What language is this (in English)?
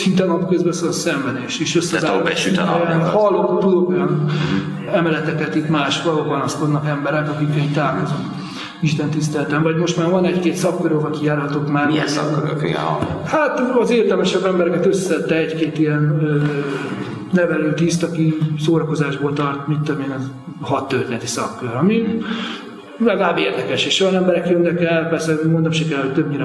Hungarian